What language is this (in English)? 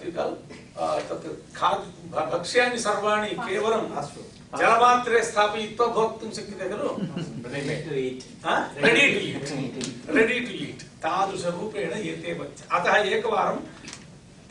Sanskrit